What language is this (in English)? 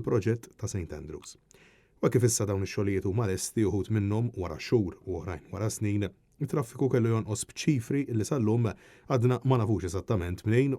Maltese